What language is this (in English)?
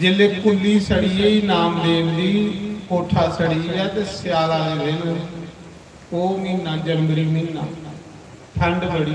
Dogri